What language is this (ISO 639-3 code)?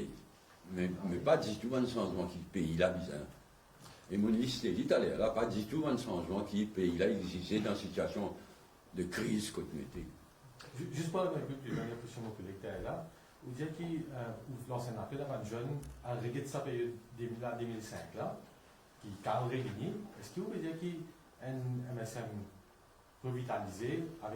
mfe